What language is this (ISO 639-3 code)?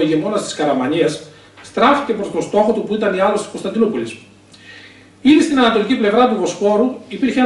ell